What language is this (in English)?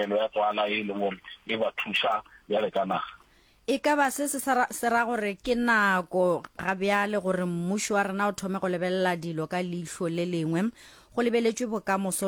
Northern Sotho